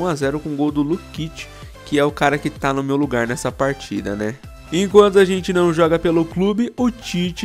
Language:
Portuguese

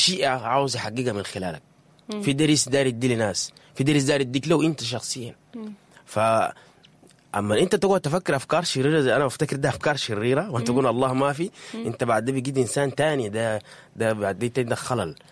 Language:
Sudanese Arabic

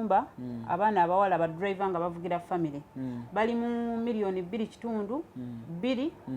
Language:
Ganda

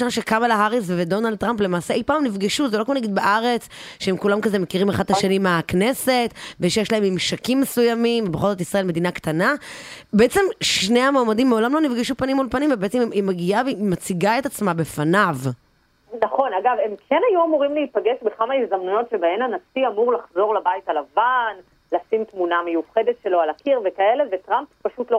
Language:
Hebrew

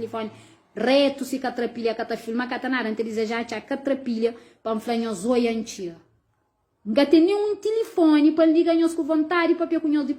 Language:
Kabuverdianu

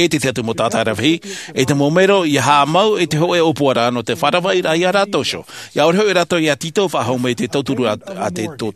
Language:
Tahitian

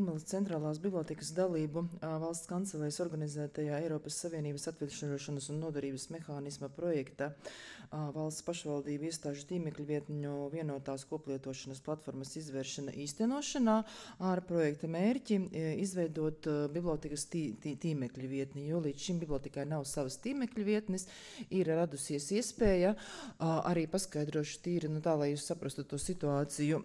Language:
Latvian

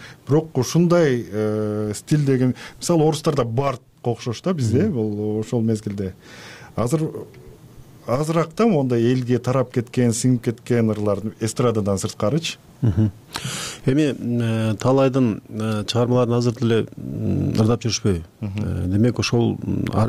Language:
Kyrgyz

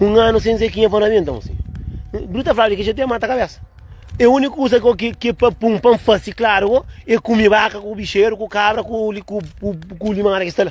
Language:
Kabuverdianu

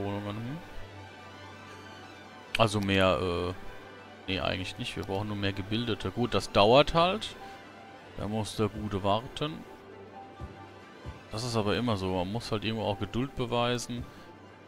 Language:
German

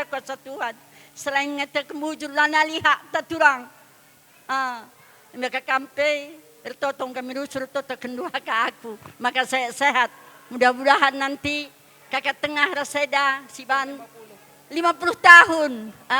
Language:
Batak Karo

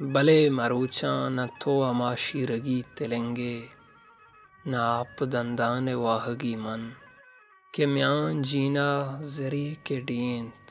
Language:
Baluchi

